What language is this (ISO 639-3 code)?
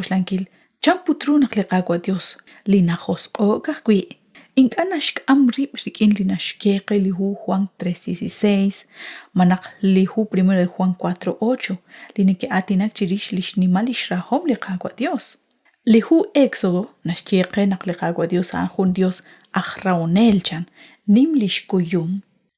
kek